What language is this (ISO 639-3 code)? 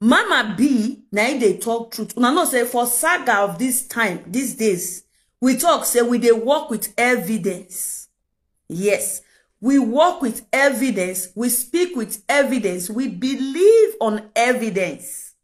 pcm